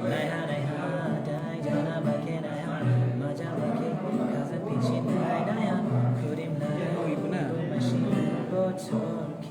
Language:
Dimasa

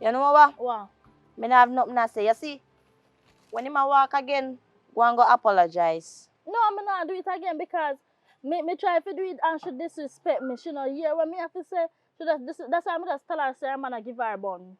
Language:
Jamaican Creole English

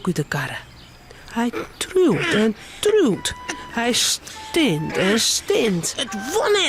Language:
Western Frisian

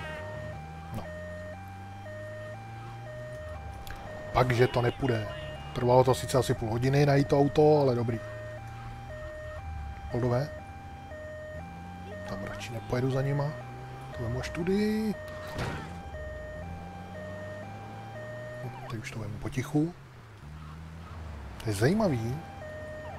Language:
Czech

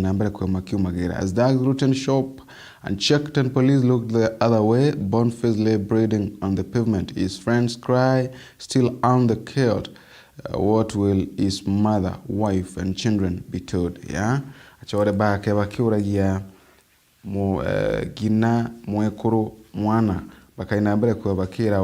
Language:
Meru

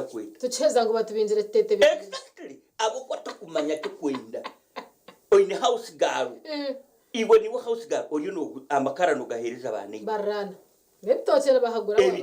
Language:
Nyankole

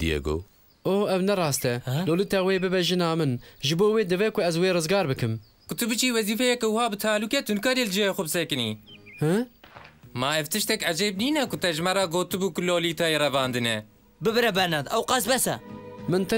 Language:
Kurdish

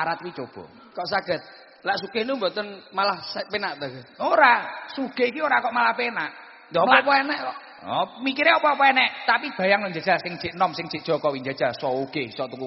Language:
Javanese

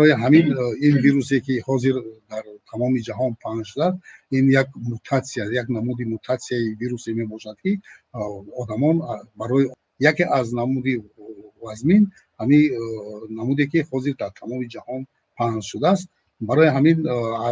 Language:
Tajik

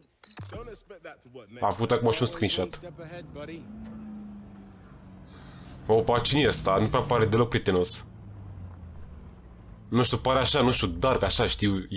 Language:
Romanian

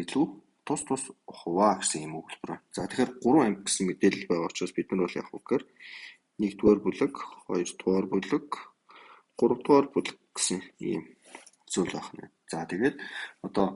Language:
Mongolian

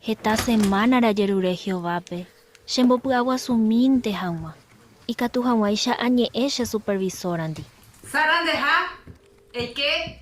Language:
Guarani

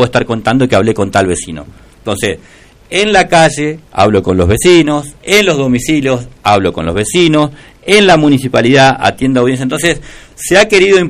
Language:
Spanish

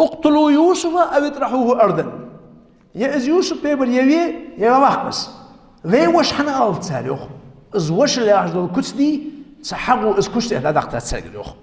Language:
Ingush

